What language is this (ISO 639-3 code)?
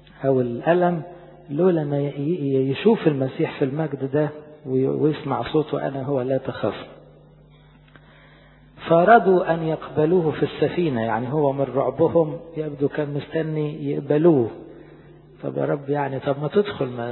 arz